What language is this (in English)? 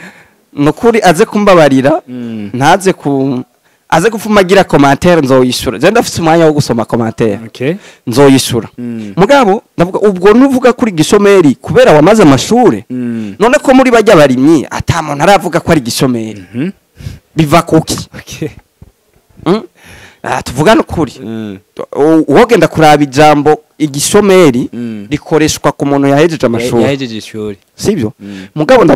Rundi